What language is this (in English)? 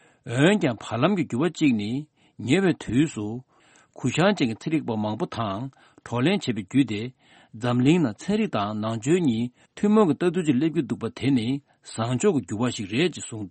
Tibetan